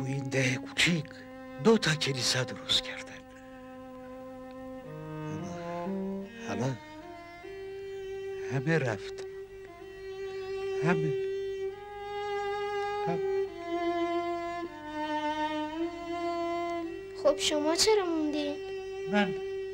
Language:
Persian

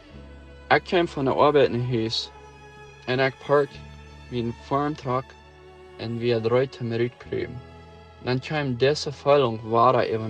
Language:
Plautdietsch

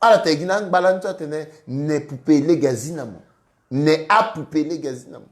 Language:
Sango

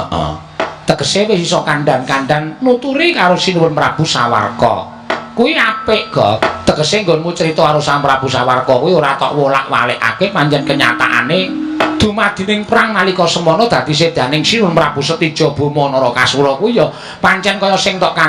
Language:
Javanese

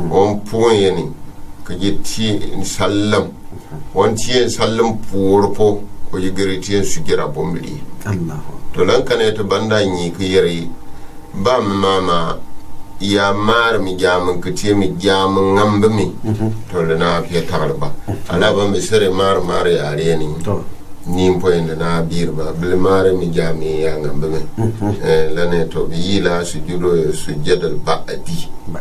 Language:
Gourmanchéma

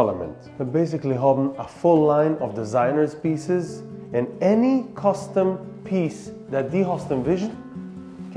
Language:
Yiddish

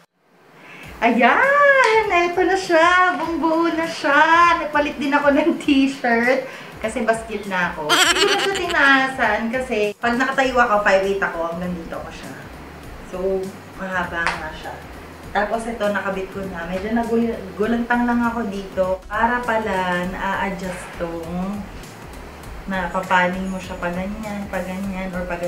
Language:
Filipino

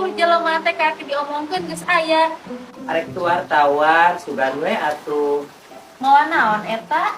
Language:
Sundanese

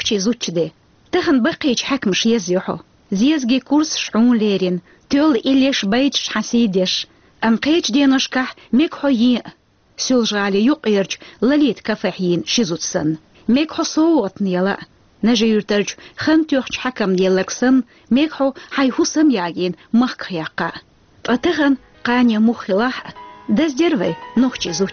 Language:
Chechen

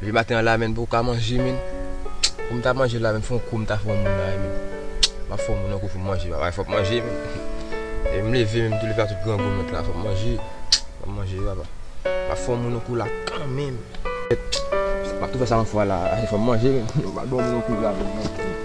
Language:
Haitian Creole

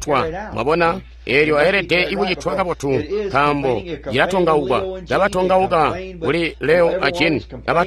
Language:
Tonga (Zambia)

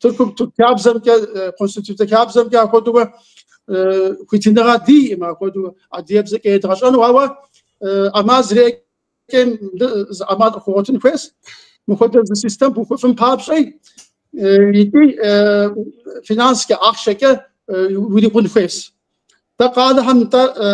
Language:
Kabardian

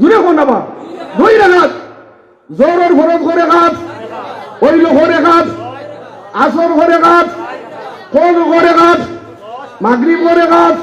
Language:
Sylheti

